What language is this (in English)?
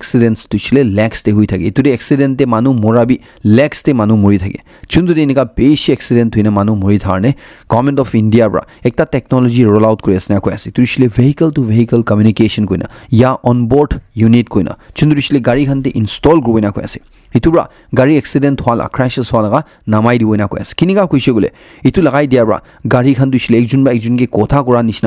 Naga Pidgin